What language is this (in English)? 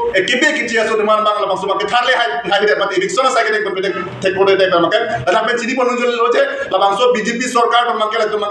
Karbi